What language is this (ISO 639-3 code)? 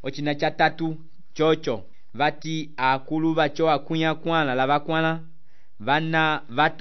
umb